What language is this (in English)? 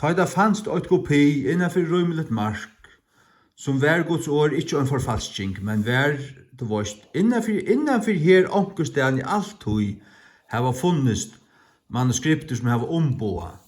Faroese